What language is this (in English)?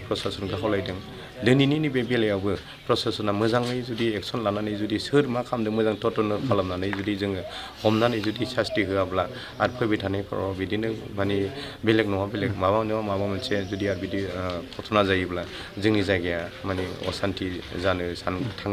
Bodo